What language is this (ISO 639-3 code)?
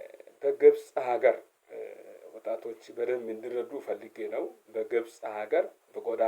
amh